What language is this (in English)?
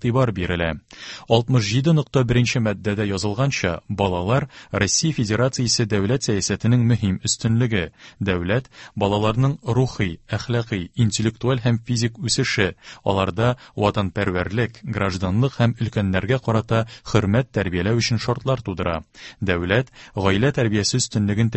Tatar